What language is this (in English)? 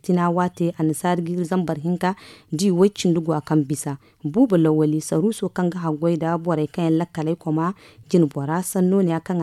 Zarma